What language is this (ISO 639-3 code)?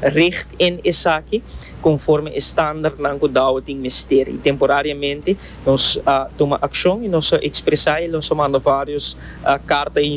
pap